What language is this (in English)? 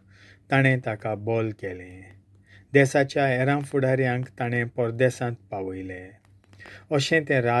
Konkani